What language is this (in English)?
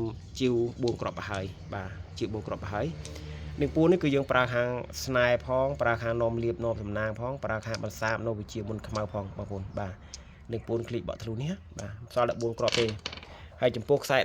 Khmer